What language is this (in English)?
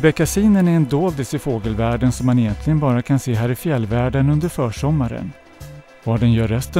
Swedish